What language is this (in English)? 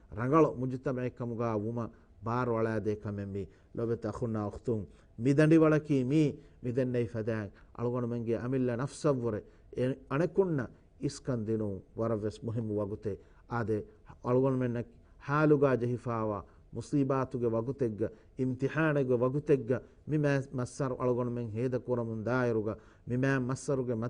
Divehi